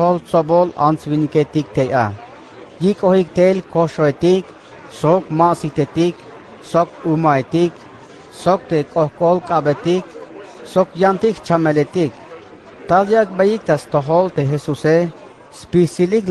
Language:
Tzeltal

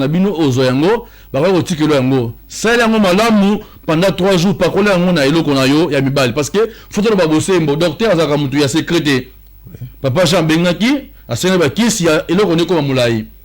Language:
Lingala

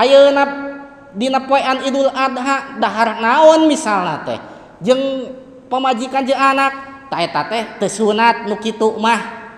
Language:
Sundanese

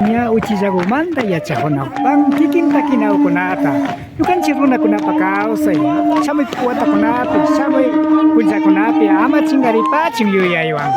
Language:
Imbabura Highland Quichua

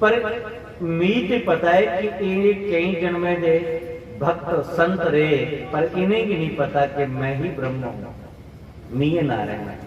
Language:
Dogri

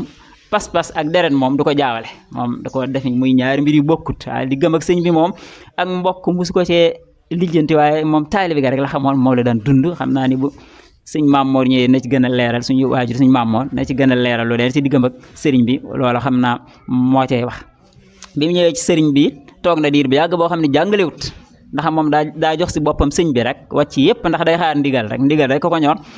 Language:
Wolof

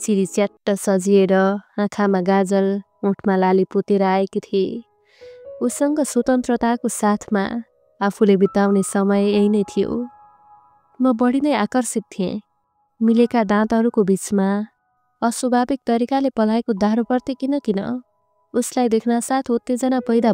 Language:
Nepali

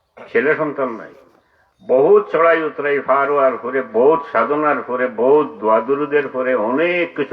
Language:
Sylheti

